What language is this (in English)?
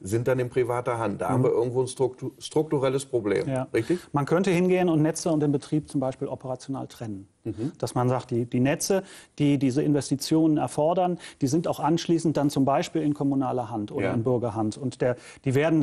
German